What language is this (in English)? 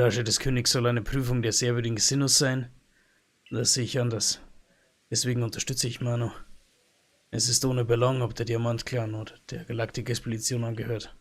Bavarian